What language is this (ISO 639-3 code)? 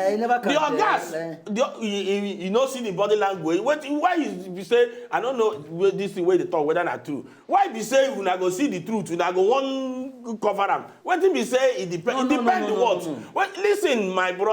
pcm